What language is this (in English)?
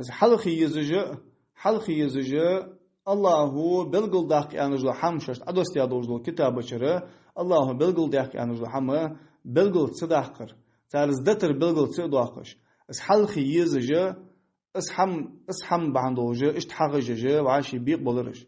Ingush